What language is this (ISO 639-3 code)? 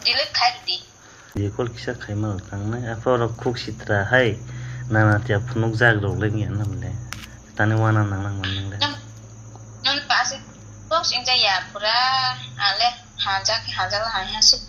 trp